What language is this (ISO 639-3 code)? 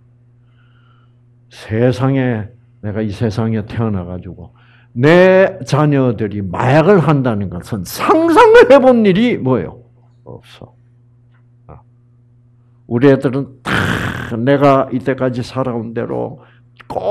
kor